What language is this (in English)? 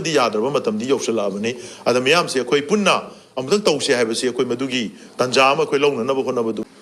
Manipuri